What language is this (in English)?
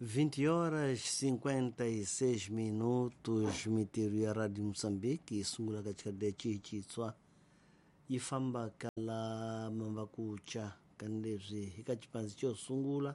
Tsonga